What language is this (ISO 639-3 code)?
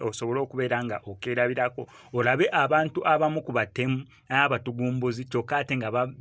lug